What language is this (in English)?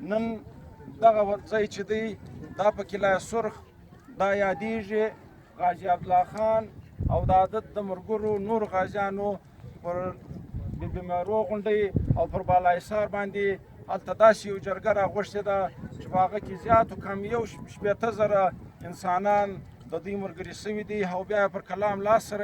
Pashto